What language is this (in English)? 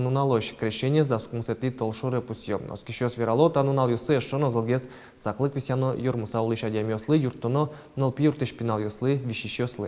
Udmurt